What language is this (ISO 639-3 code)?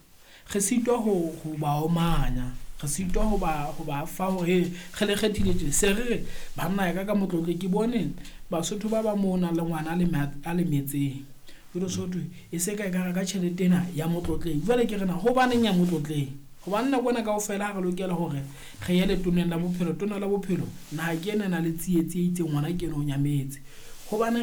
sot